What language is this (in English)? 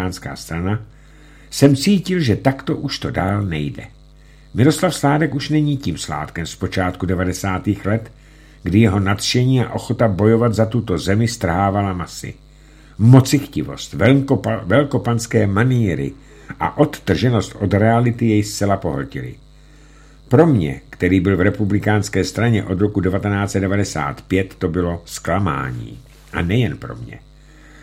Czech